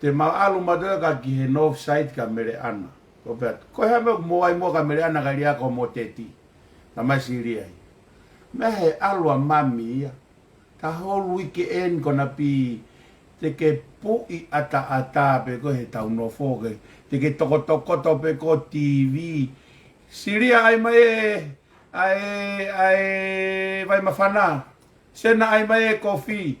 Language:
Tongan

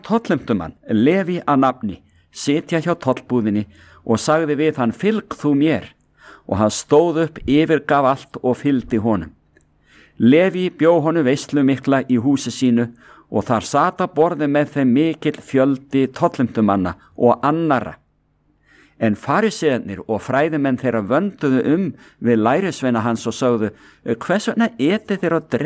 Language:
Icelandic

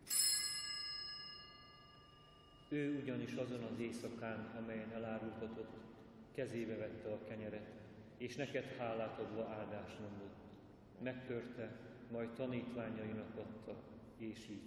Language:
Hungarian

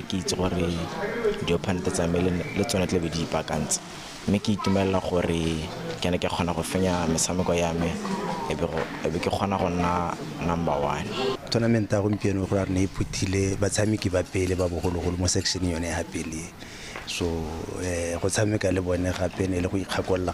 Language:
Tswana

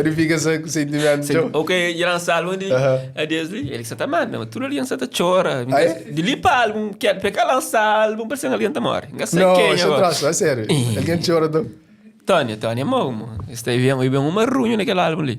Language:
Kabuverdianu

